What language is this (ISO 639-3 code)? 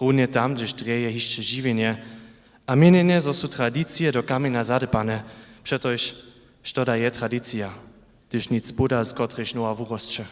hsb